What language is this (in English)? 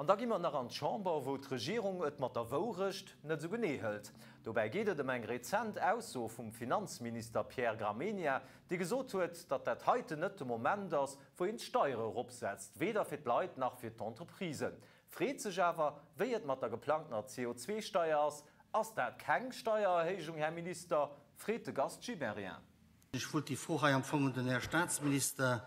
Luxembourgish